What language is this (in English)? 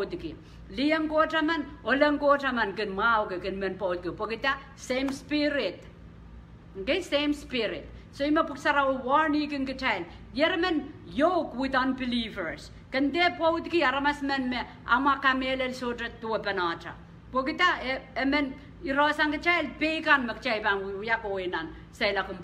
Pohnpeian